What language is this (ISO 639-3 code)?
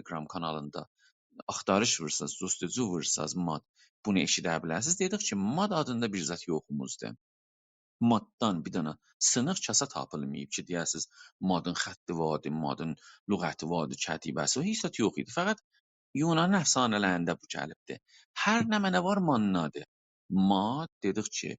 azb